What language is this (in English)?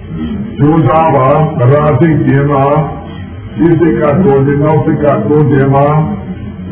Burmese